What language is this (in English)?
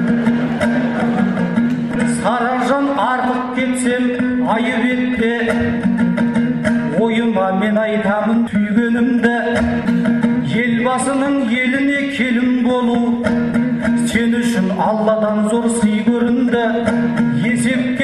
Kazakh